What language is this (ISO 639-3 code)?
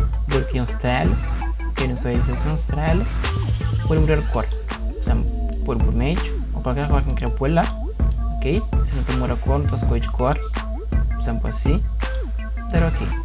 kea